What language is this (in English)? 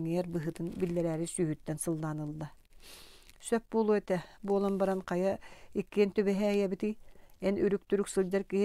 Yakut